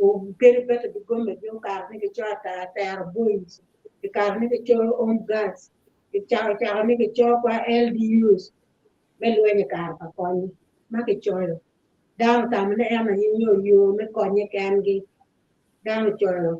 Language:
Acoli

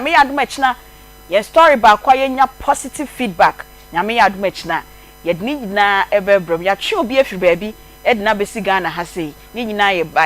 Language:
Akan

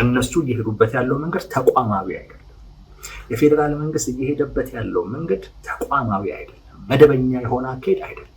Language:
Amharic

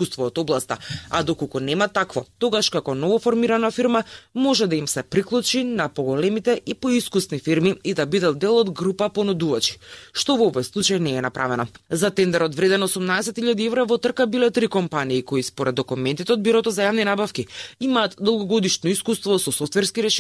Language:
Macedonian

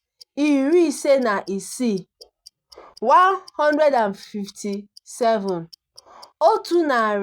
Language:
Igbo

